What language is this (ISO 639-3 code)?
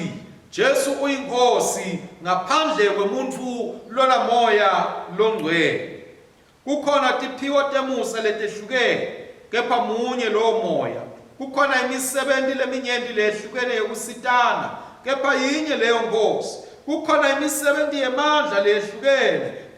ssw